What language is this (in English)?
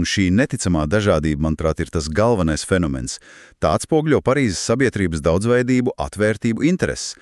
Latvian